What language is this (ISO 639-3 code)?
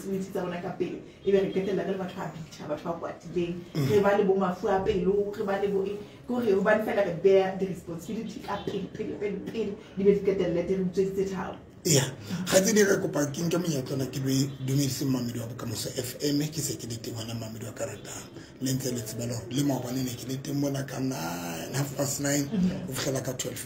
tsn